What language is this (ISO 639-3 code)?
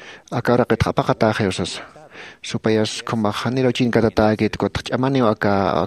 aym